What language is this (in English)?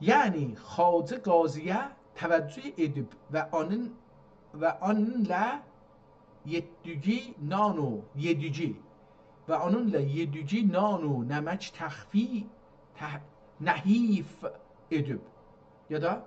South Azerbaijani